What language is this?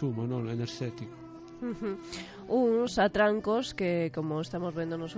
Galician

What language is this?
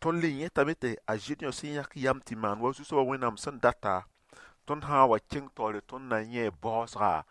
Mossi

